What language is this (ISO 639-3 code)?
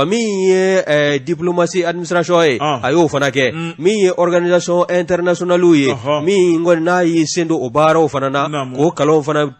bam